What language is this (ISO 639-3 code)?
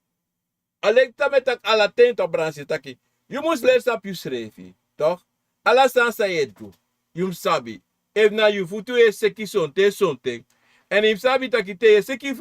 srn